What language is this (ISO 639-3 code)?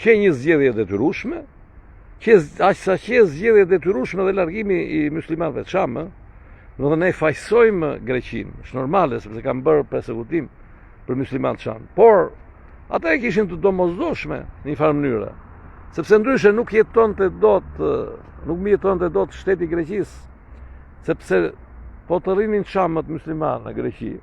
sqi